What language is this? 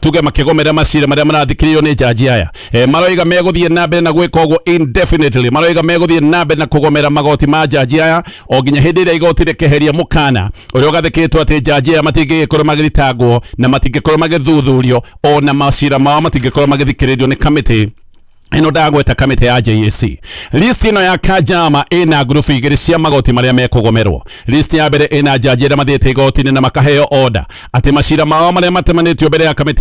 Kikuyu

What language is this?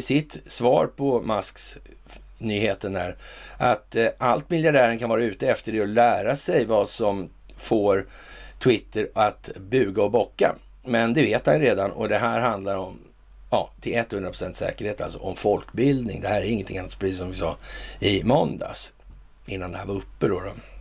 Swedish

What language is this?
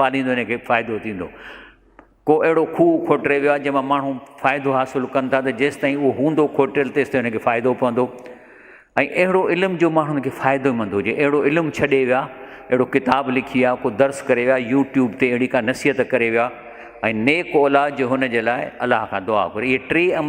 Sindhi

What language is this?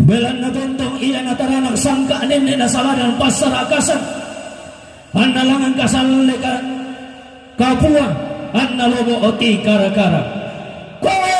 Toraja-Sa'dan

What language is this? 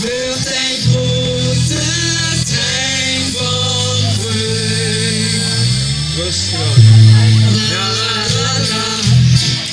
Limburgish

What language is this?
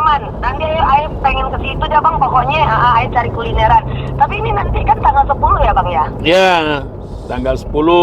Betawi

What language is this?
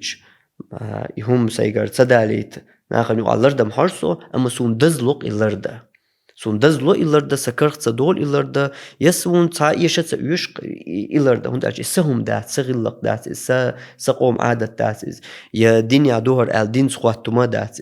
Chechen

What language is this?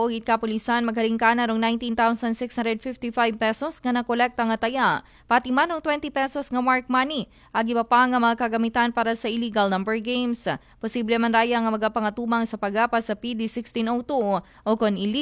Aklanon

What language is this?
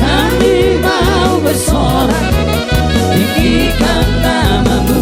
Batak Toba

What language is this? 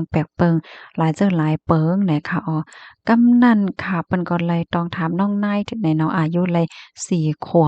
Shan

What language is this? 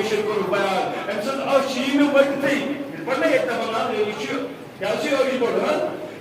Kashmiri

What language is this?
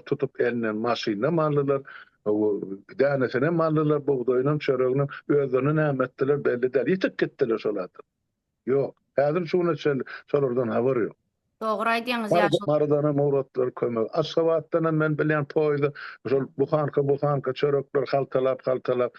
Turkmen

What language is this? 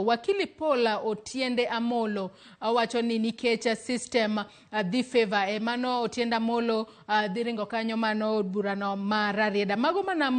Luo (Kenya and Tanzania)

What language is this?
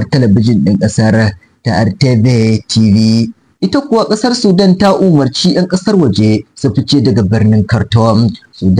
Hausa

